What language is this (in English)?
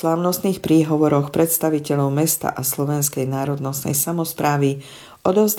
Slovak